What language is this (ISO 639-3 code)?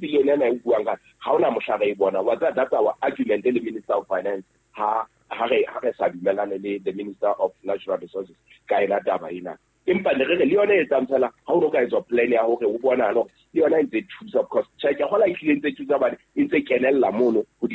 sot